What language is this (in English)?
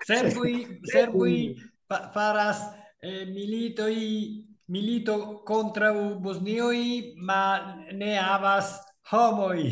Esperanto